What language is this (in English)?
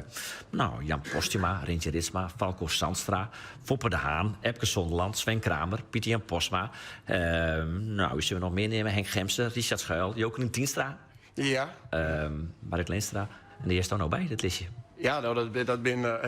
Western Frisian